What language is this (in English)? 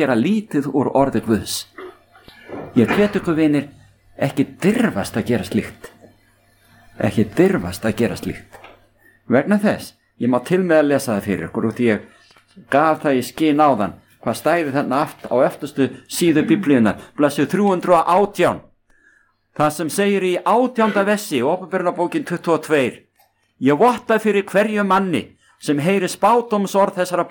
Icelandic